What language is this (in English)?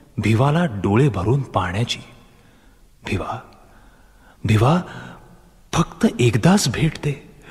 Marathi